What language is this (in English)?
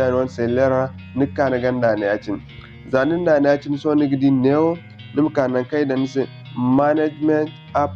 Zarma